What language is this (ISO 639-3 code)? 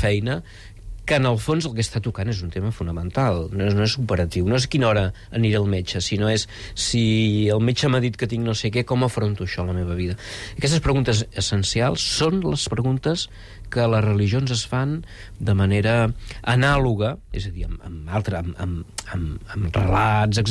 cat